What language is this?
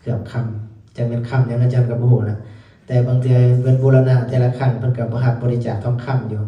Lao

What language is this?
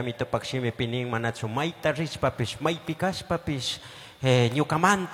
Chimborazo Highland Quichua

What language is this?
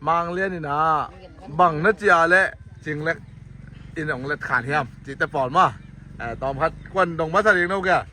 Tedim Chin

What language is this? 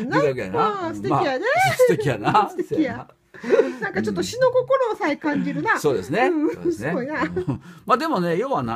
Japanese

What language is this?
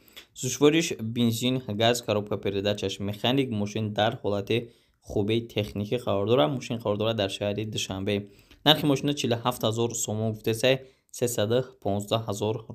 Tajik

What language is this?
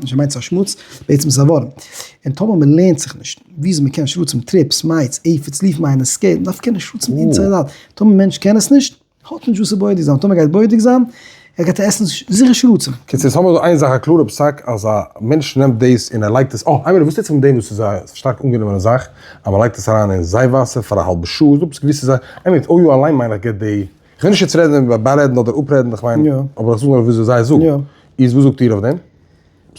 Yiddish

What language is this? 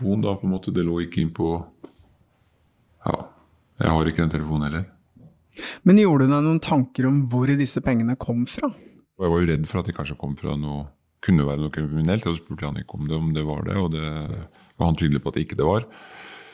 Norwegian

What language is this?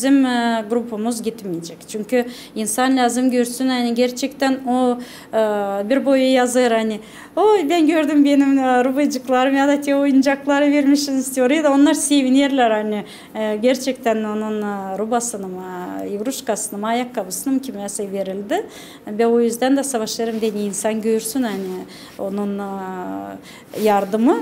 Gagauz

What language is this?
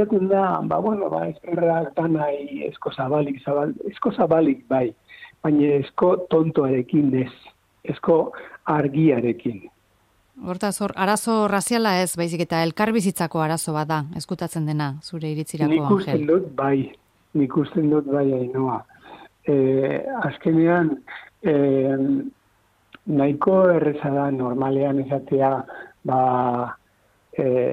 Basque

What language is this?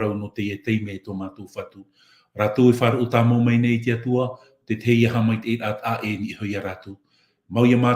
Tahitian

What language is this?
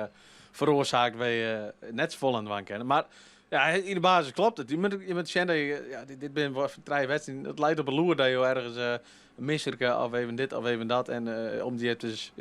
Western Frisian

